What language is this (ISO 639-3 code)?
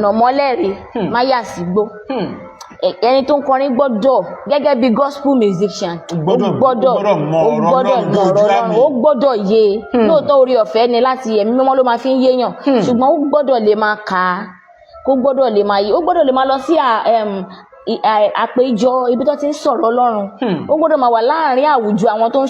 yor